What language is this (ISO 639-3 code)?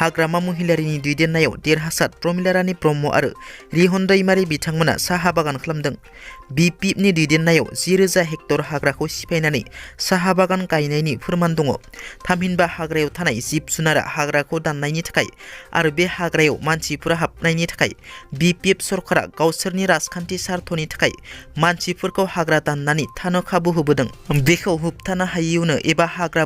brx